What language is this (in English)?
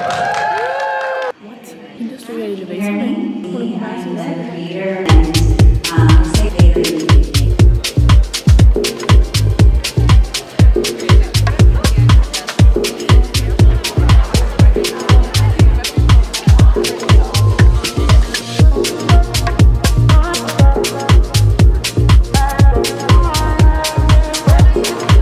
Danish